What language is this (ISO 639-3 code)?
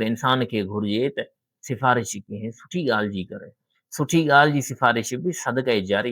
snd